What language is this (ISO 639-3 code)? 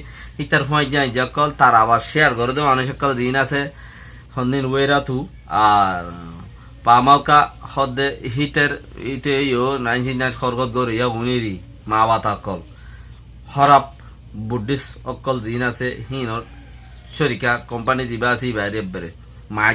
rhg